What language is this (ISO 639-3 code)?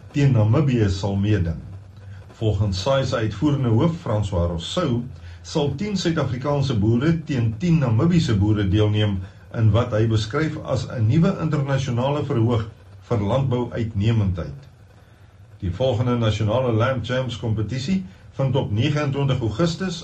afr